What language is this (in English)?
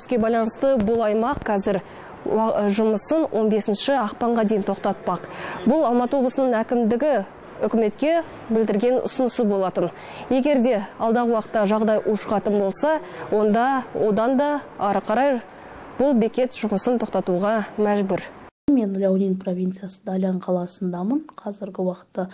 Kazakh